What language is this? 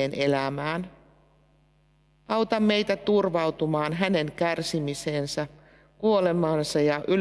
Finnish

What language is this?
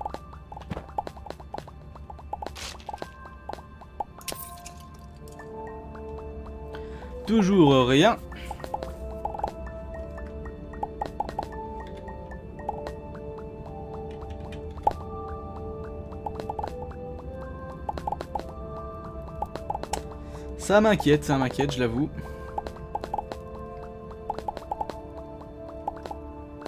French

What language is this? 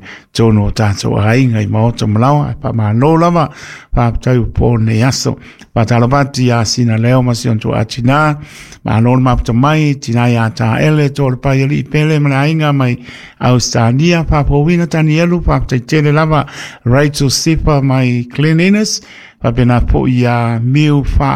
Samoan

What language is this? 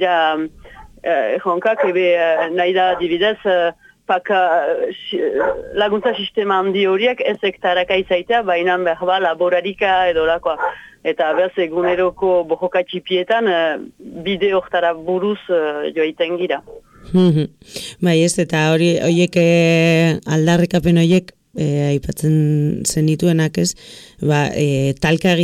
Basque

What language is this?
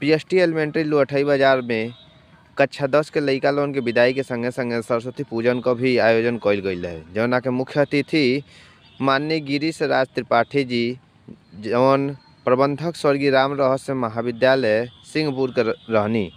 Bhojpuri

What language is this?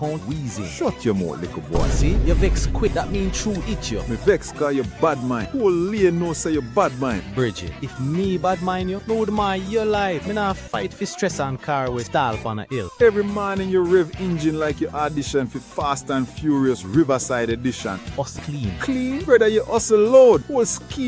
Jamaican Creole English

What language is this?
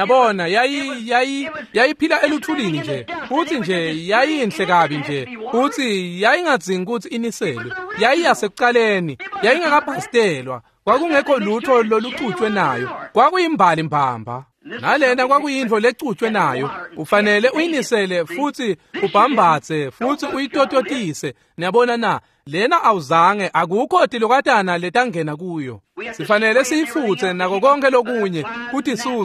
Swati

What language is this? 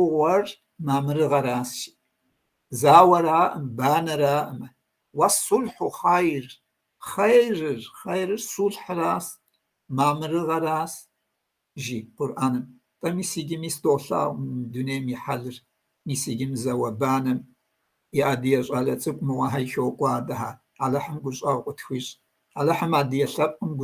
Kabardian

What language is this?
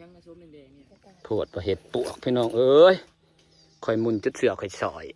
Northeastern Thai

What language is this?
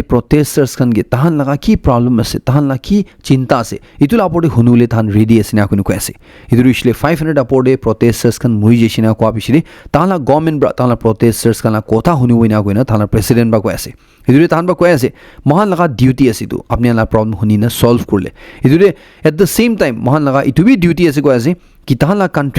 Naga Pidgin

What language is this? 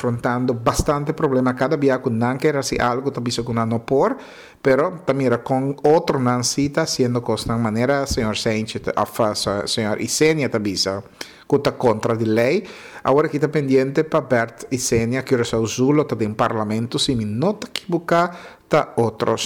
Papiamento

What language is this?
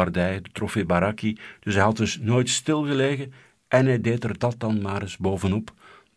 Dutch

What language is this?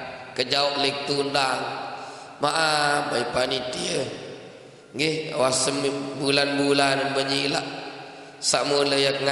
Sasak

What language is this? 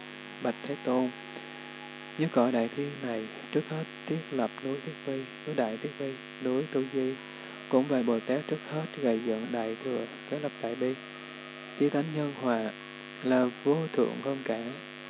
Vietnamese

